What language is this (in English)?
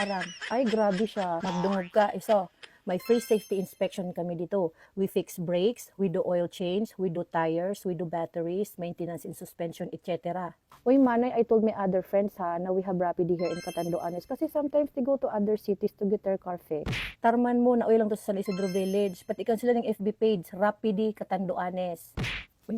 Bikol